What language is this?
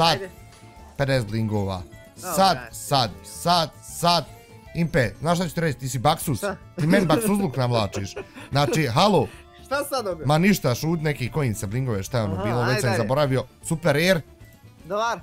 Bosnian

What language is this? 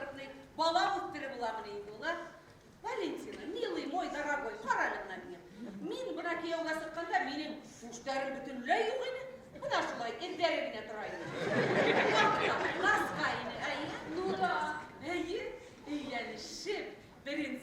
Bashkir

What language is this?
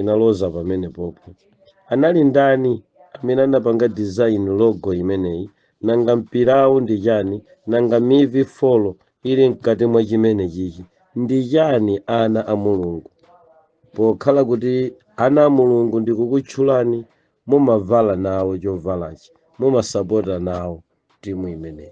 Nyanja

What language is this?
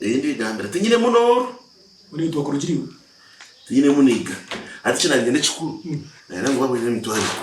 Nyankole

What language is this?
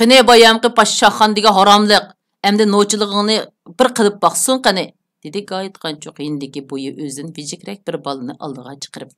Uyghur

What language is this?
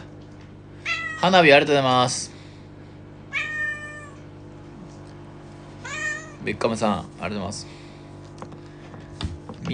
Japanese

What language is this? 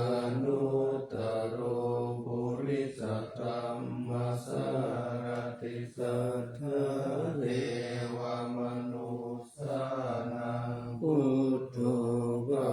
Pali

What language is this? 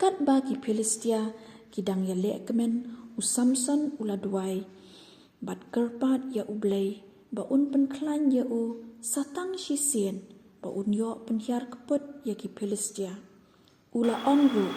Khasi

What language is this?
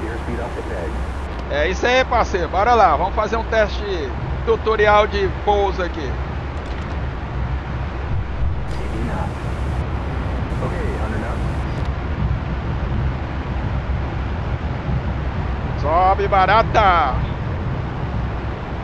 Portuguese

